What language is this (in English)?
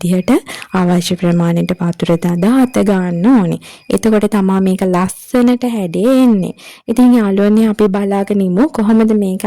Sinhala